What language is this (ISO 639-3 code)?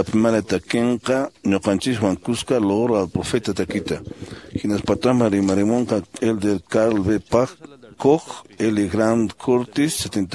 que